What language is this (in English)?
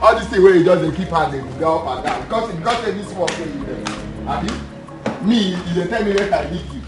Nigerian Pidgin